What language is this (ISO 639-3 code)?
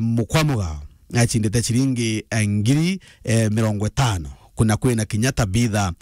mer